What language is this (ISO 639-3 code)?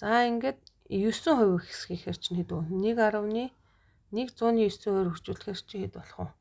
mon